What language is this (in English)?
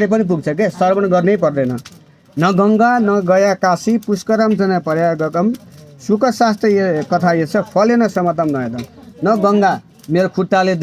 Nepali